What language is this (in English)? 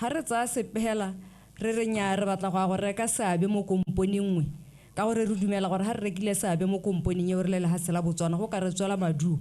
Tswana